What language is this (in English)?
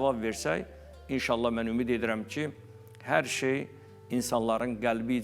Azerbaijani